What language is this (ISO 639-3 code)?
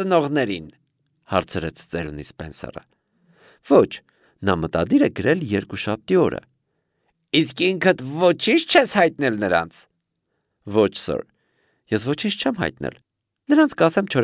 hye